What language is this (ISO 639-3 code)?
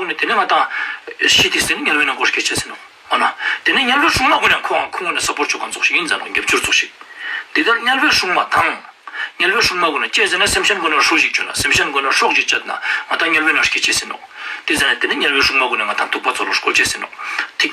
lbj